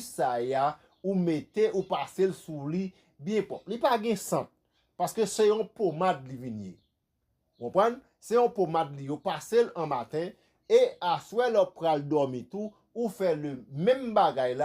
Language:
Haitian Creole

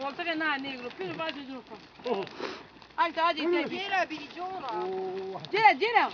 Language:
Zaza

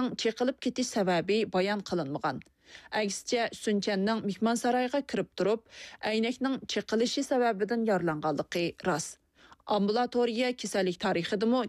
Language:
Uyghur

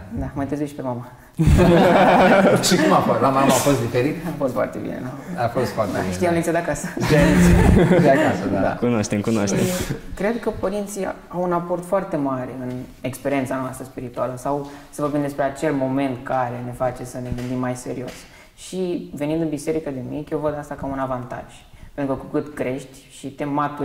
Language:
Romanian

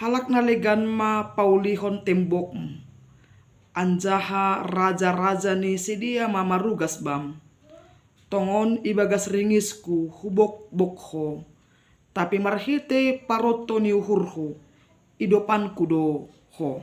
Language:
Batak Simalungun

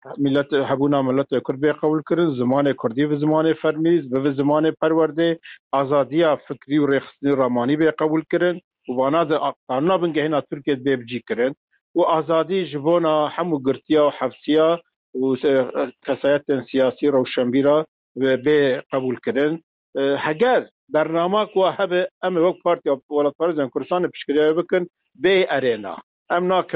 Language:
Kurdish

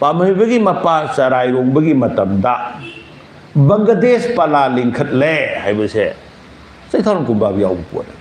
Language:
Manipuri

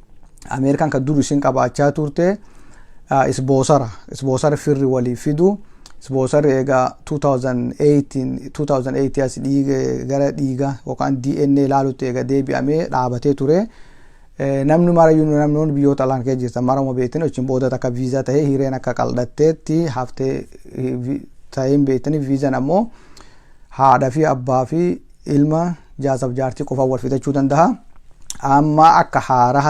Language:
Oromo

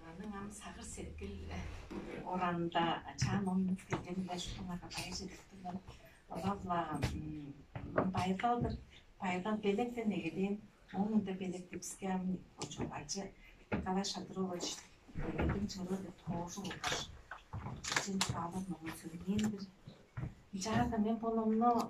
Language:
Tuvinian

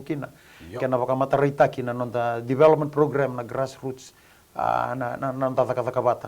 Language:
Fijian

